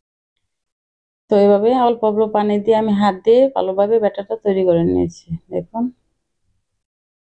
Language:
Bangla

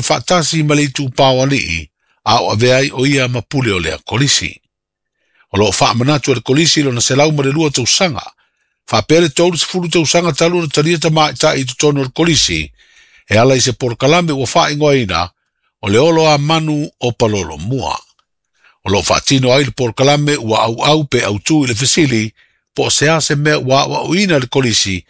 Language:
Samoan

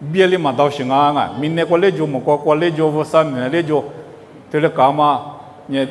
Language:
Lisu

